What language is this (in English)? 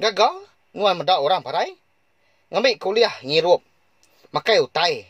Iban